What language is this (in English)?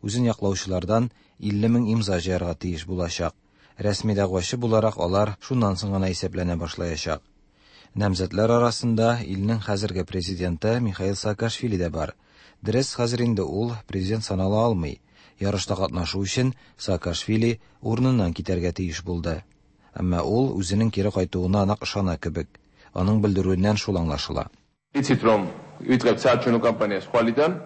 Tatar